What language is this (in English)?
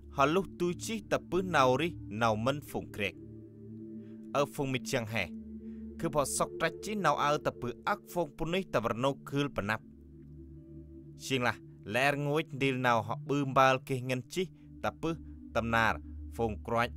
Central Mnong